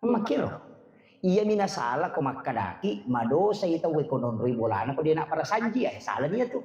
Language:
Buginese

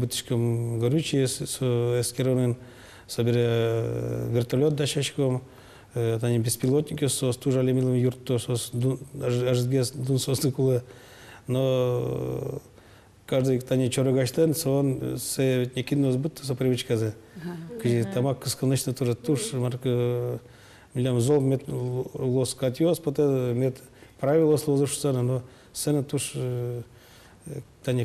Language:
Udmurt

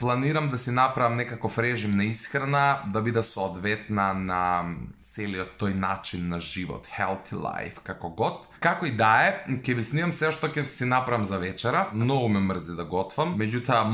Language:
Macedonian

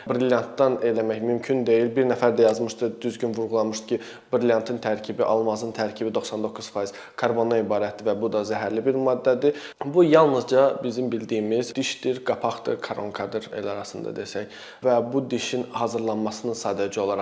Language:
Azerbaijani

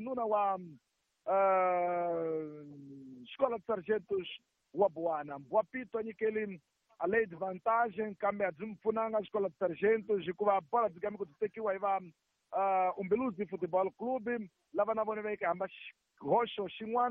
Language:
Tsonga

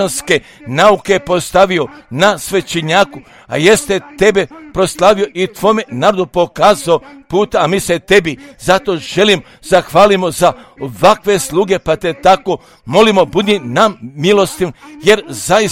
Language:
Croatian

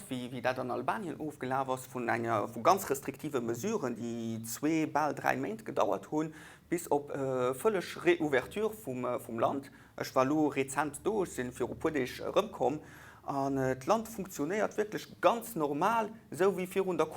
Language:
Luxembourgish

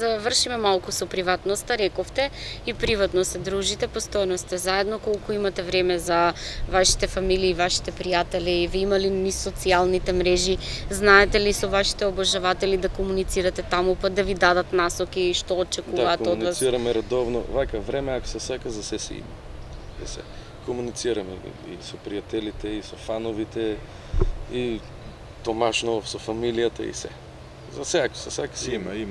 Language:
Macedonian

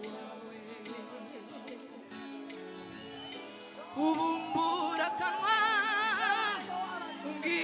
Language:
Kinyarwanda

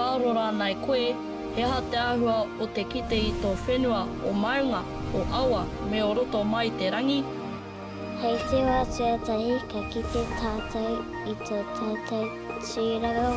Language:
Māori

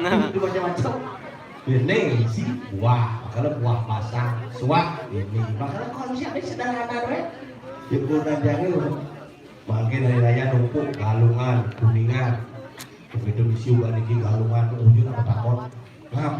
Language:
Balinese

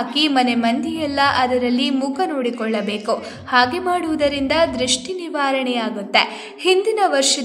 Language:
Kannada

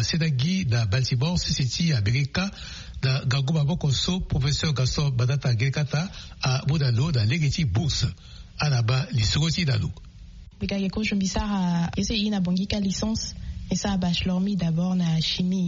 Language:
Sango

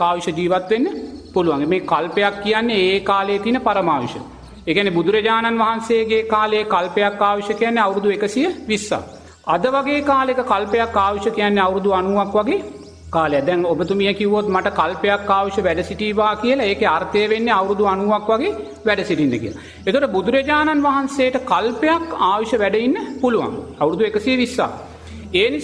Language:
Sinhala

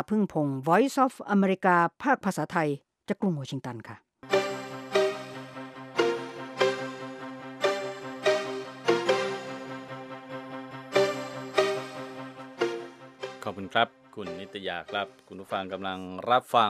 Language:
Thai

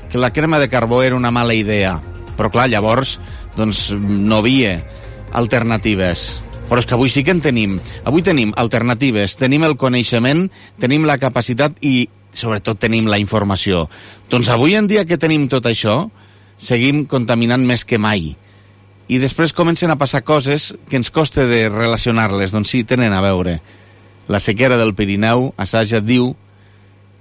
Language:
Catalan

